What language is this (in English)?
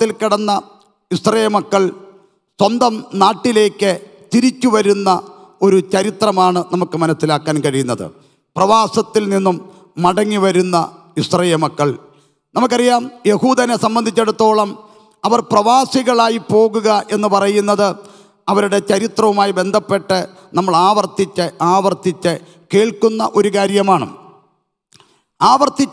Malayalam